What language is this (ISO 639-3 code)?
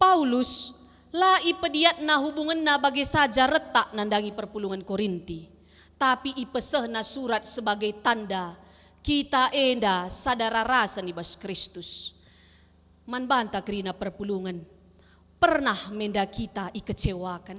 btx